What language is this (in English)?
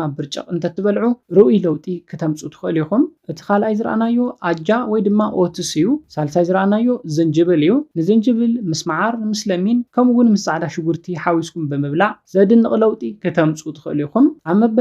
Tigrinya